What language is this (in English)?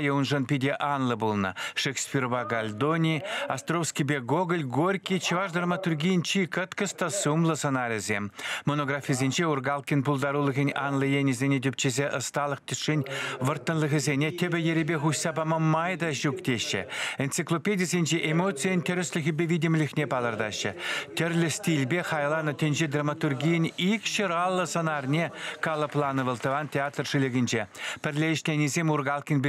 Chuvash